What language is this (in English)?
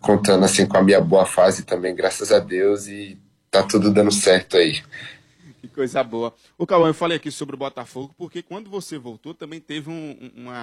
Portuguese